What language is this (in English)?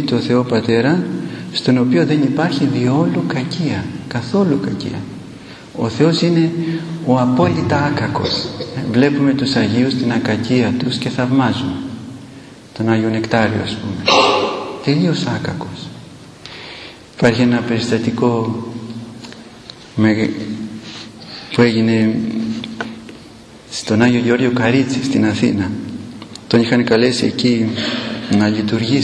Greek